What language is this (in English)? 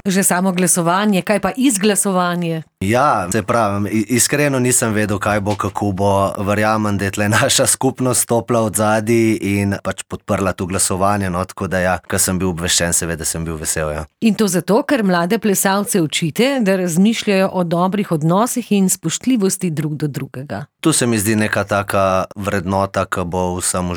Slovenian